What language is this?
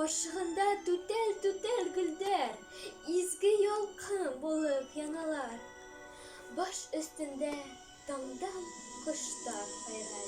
Bashkir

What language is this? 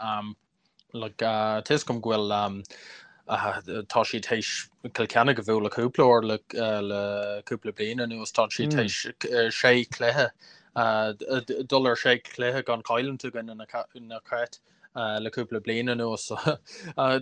Irish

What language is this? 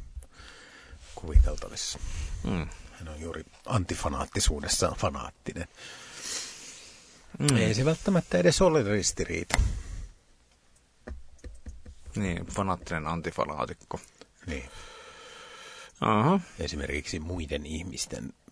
Finnish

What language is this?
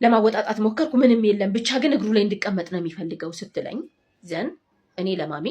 Amharic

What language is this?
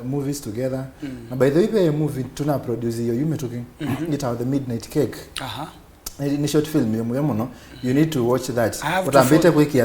Kamba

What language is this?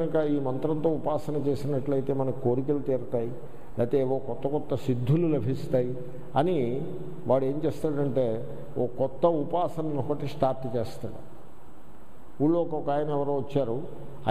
Telugu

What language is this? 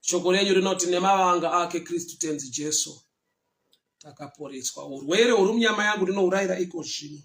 Shona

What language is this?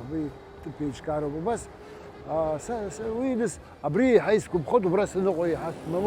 Abkhazian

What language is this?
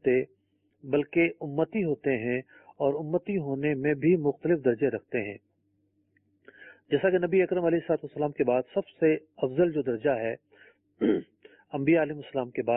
Urdu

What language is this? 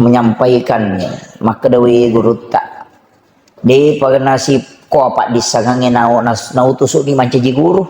Buginese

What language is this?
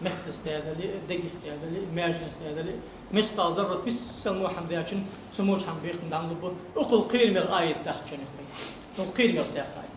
Ingush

